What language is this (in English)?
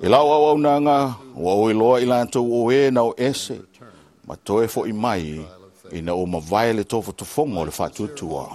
Samoan